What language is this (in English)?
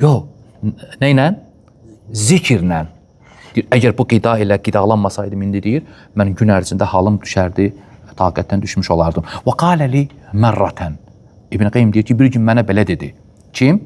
Azerbaijani